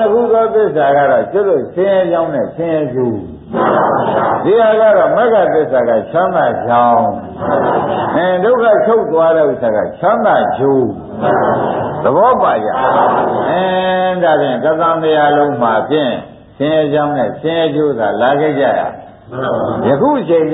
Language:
Burmese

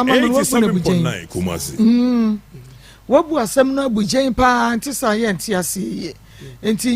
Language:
Akan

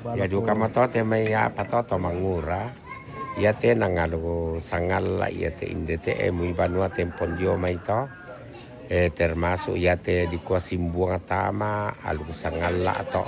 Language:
Toraja-Sa'dan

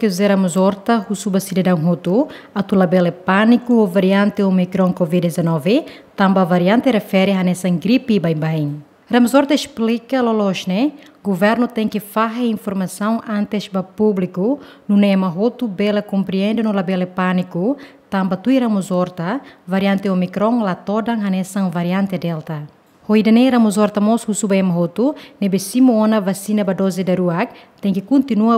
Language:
Tetum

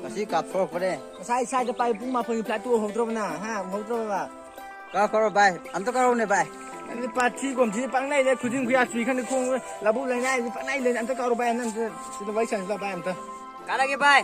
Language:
Manipuri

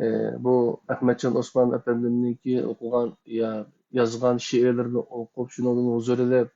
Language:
Uyghur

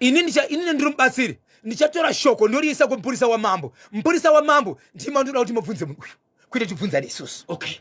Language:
Shona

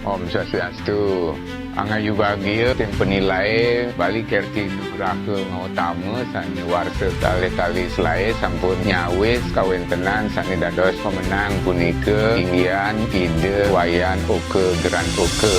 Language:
Balinese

